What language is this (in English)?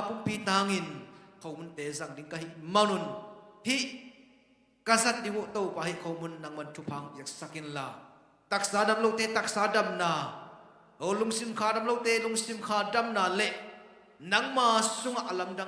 Tedim Chin